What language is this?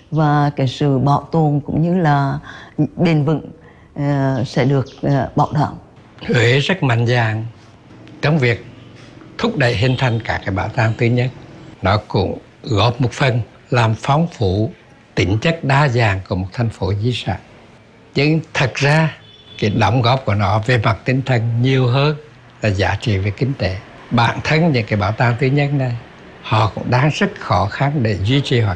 Vietnamese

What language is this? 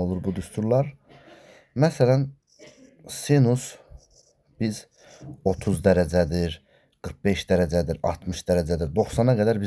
Azerbaijani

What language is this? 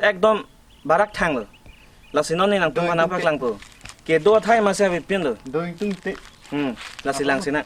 Karbi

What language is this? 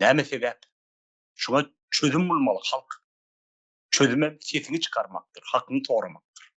Turkmen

